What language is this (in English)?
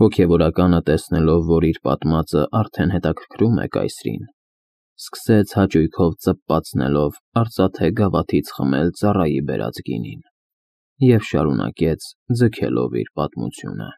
Armenian